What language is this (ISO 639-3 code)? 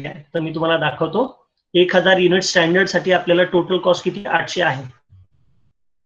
mar